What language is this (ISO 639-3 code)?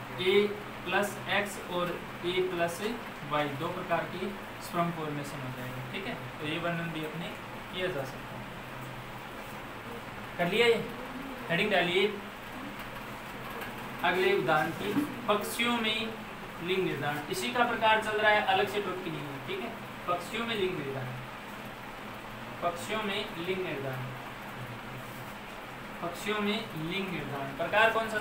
hin